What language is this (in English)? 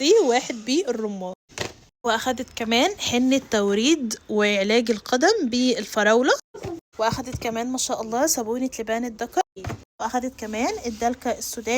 Egyptian Arabic